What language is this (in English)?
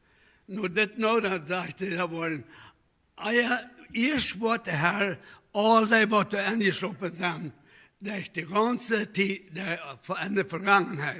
Plautdietsch